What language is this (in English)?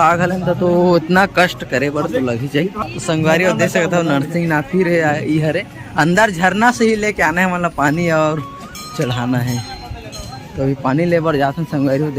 Chhattisgarhi